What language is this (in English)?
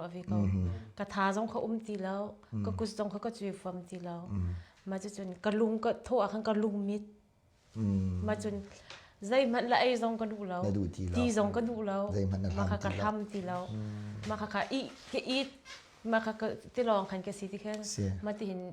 Hakha Chin